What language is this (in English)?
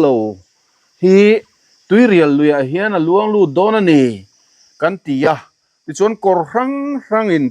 Mizo